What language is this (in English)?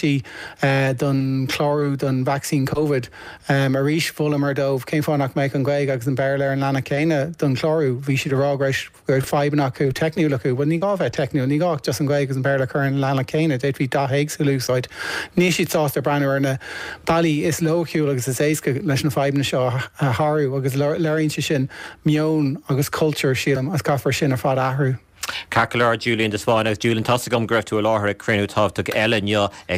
Irish